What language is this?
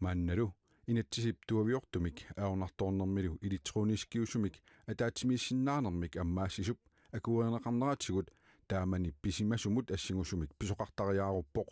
Kalaallisut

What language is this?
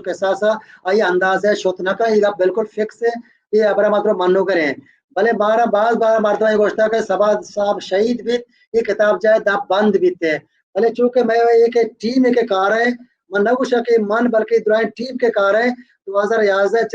Baluchi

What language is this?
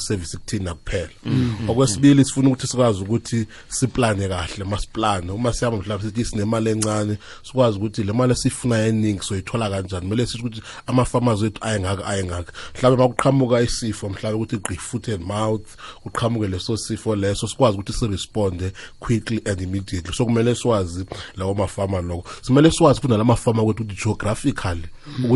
South Ndebele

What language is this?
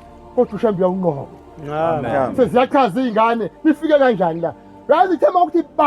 Zulu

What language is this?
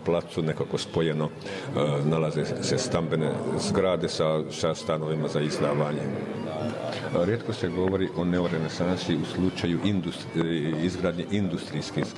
Bosnian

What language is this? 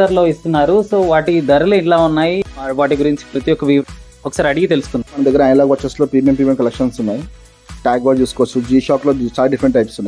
Telugu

